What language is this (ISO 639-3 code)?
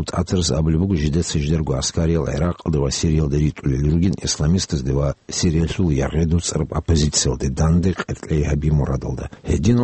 ava